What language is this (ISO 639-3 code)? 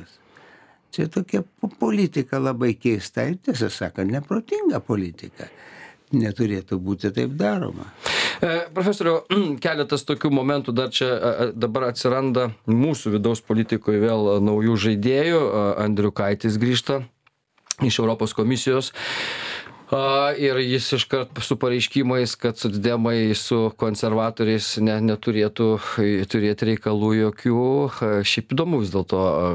lit